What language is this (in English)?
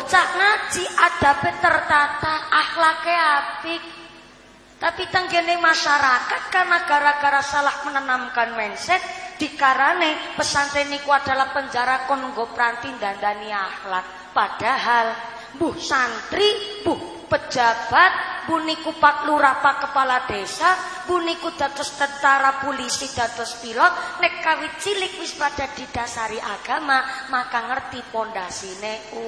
Javanese